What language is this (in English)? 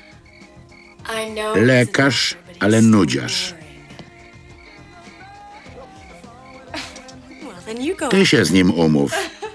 Polish